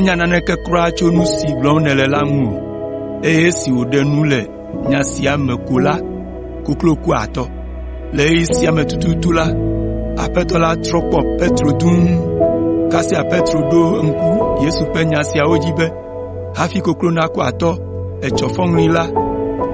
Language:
Ewe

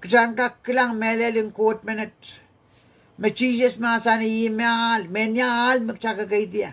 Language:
Pohnpeian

